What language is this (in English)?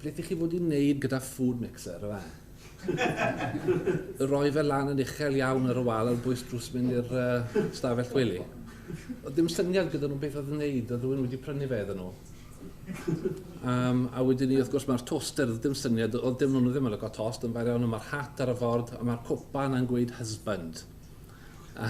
Welsh